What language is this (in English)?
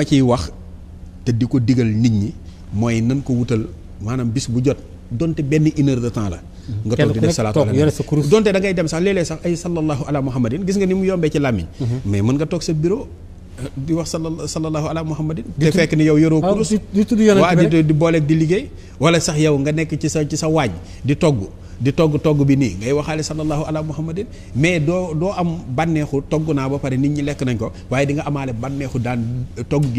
Wolof